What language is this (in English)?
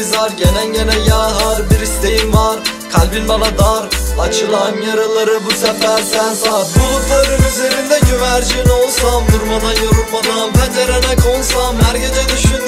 Turkish